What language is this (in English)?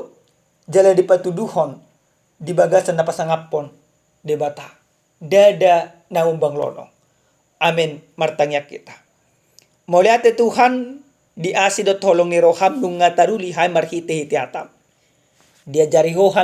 Batak Toba